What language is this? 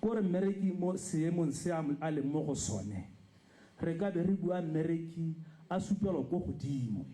Tswana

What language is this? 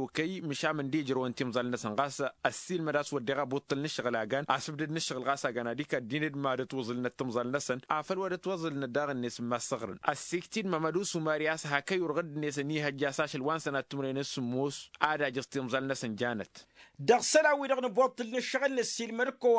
Tamasheq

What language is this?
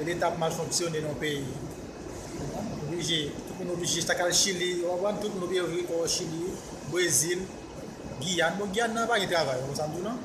Haitian Creole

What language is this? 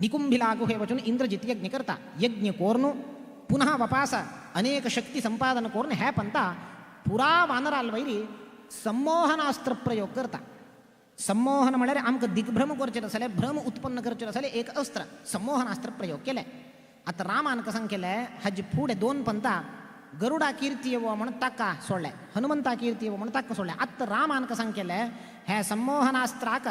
Konkani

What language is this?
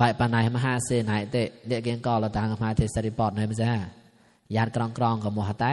Mon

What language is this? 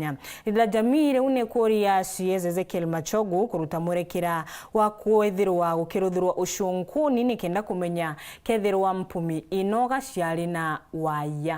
Meru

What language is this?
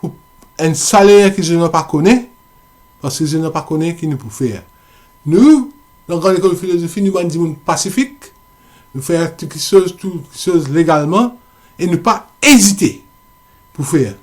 Morisyen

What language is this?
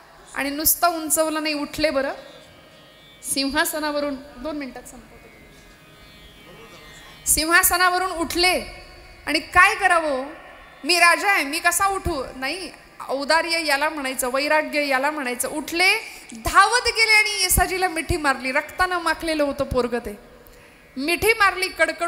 Marathi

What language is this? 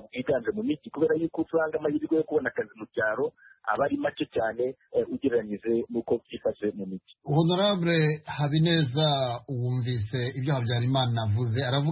Kinyarwanda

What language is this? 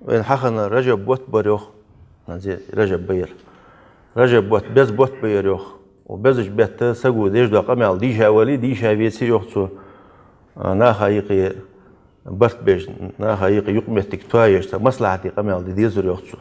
Ingush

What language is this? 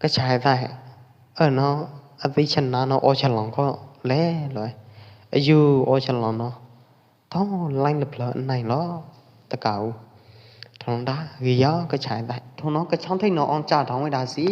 Pwo Eastern Karen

